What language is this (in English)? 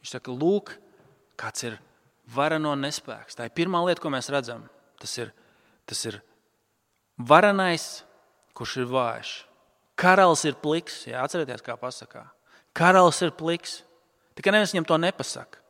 Latvian